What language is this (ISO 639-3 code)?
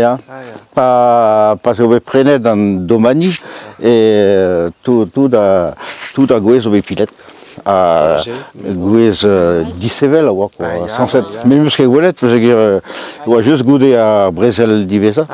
bre